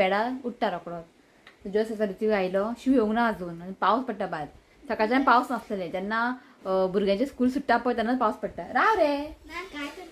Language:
Konkani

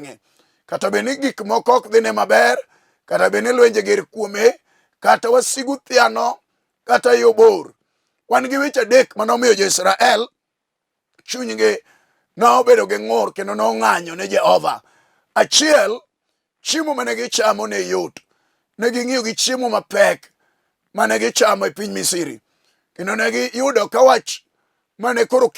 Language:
Luo (Kenya and Tanzania)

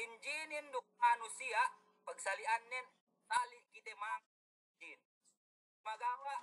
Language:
Yakan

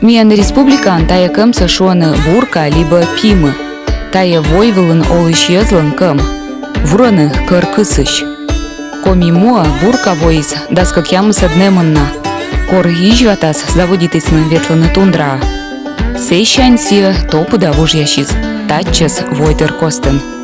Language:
Komi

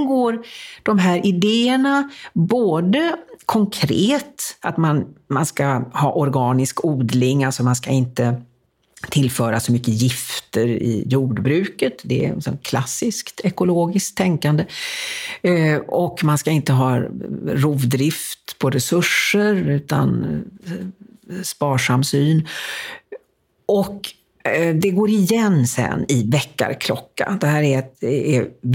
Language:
Swedish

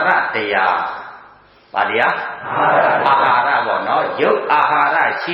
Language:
Burmese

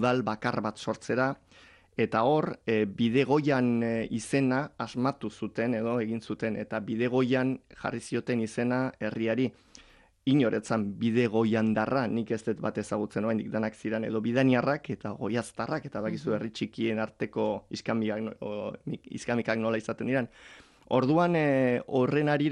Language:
Basque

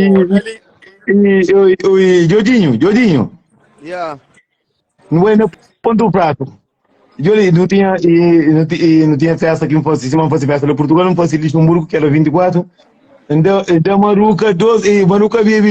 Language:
Kabuverdianu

